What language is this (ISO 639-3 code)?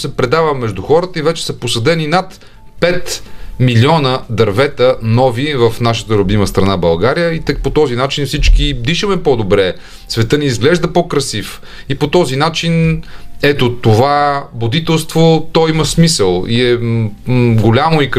bul